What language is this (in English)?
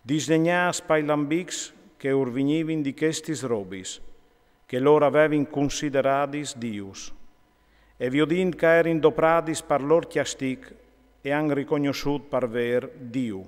Friulian